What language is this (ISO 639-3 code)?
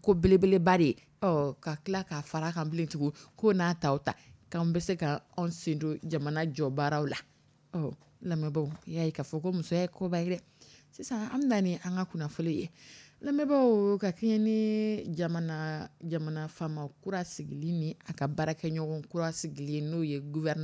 dyu